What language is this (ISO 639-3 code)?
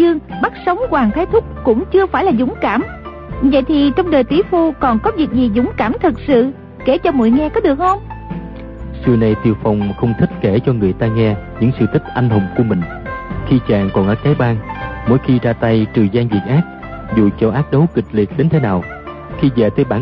vie